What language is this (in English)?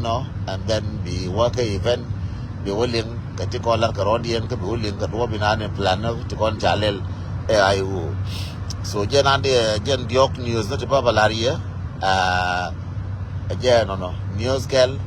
Nuer